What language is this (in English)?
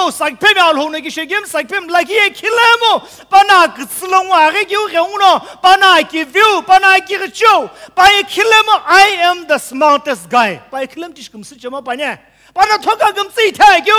Sumi Naga